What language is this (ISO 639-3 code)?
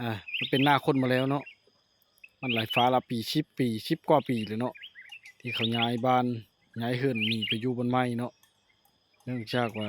lao